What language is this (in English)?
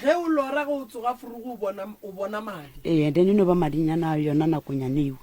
Northern Sotho